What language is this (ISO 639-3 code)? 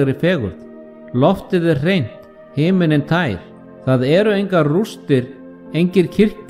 isl